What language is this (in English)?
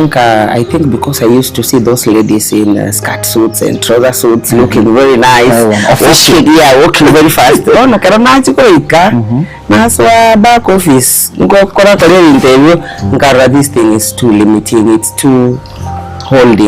Gusii